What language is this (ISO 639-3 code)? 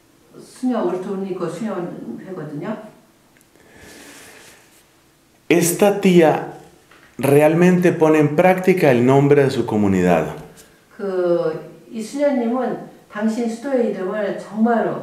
kor